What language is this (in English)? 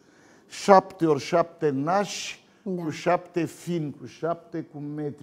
Romanian